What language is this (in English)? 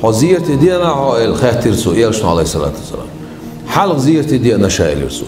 Chechen